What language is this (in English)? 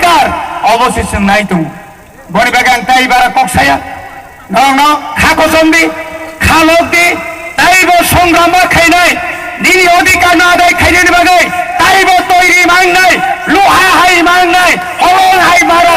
Kok Borok